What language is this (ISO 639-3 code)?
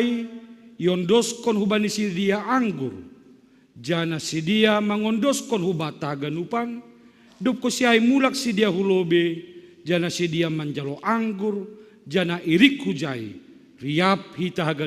bts